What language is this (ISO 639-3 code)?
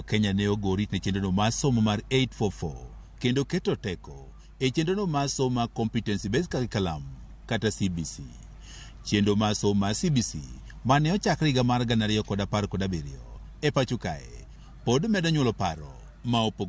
luo